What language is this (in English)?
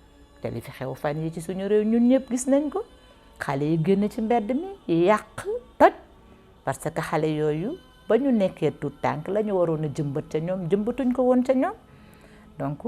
Wolof